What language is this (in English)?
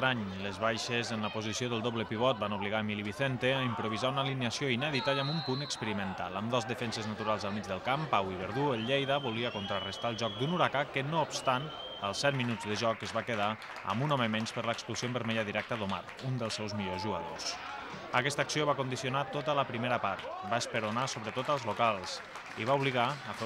Catalan